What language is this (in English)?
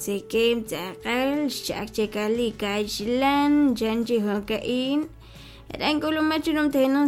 Kekchí